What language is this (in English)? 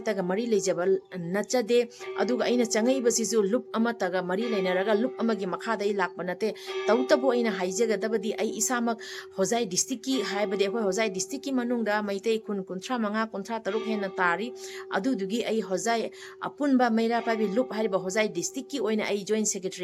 Manipuri